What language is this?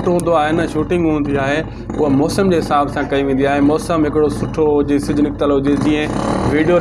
Sindhi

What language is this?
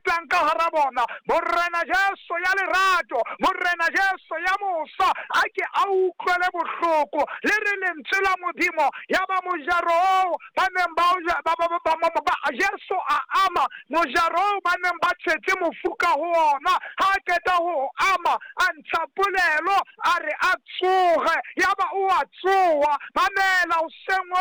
Southern Sotho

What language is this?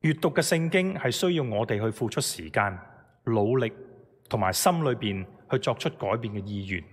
Cantonese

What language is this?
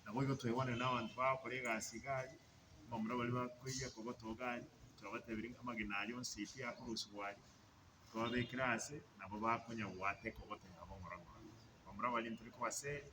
Gusii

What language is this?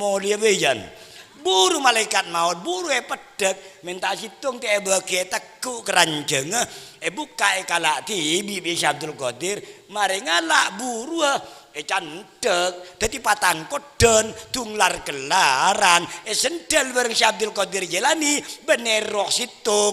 Madurese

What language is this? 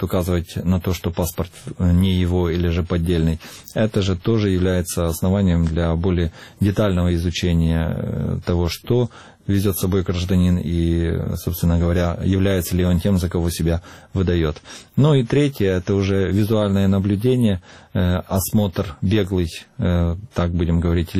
Russian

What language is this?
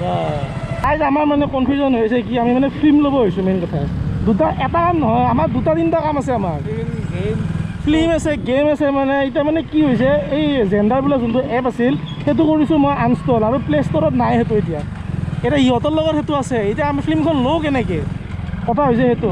Assamese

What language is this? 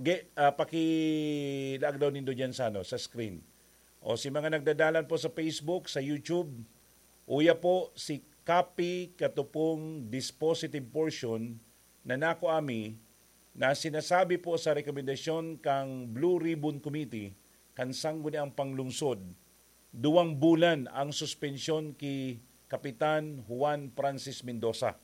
Bikol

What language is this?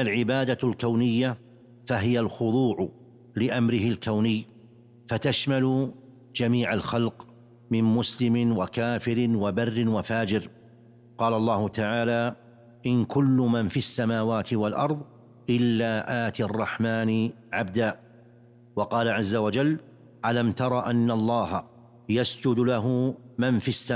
Arabic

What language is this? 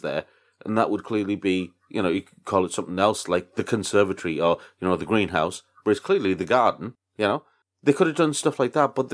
English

